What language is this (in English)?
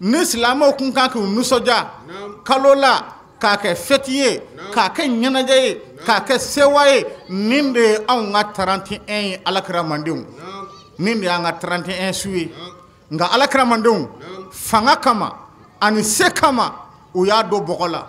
Bambara